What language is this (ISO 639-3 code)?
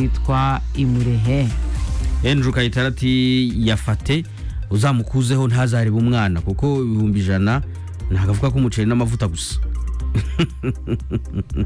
kin